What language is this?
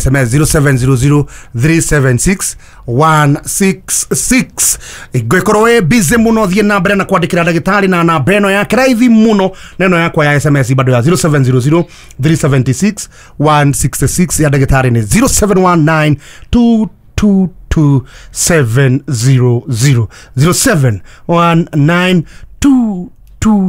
Kikuyu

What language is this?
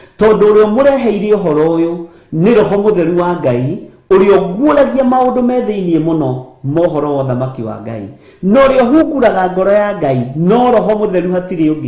Kikuyu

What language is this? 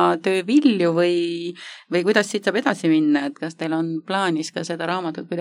Estonian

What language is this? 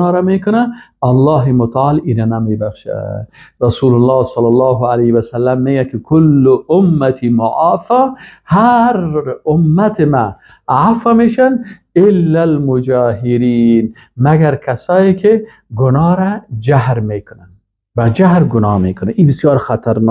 Persian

